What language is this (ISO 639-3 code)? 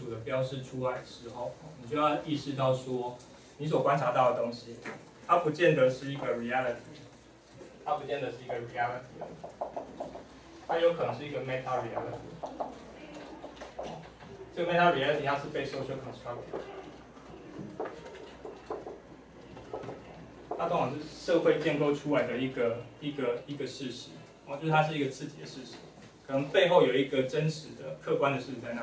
zho